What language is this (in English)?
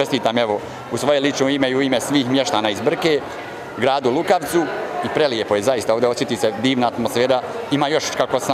Bosnian